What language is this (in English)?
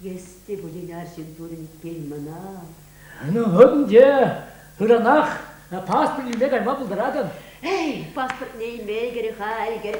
Chuvash